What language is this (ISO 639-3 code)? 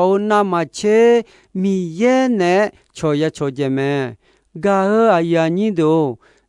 ahk